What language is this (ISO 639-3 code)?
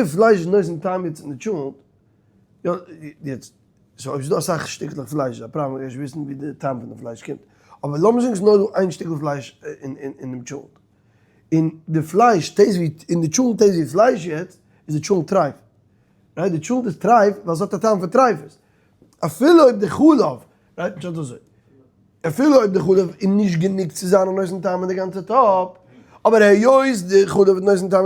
yid